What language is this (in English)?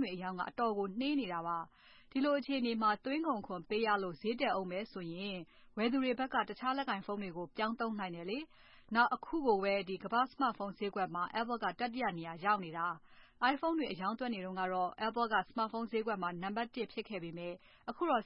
Burmese